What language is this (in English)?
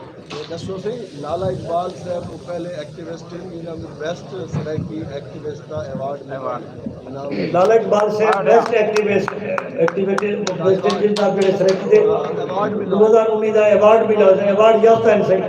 Saraiki